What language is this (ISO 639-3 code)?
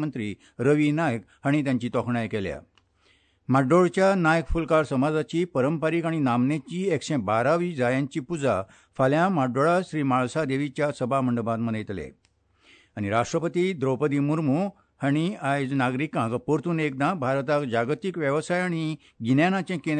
kok